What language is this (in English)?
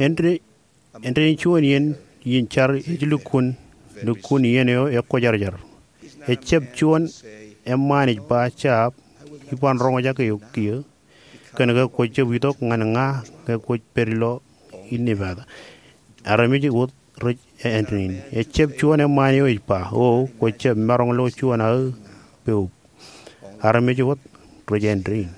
Marshallese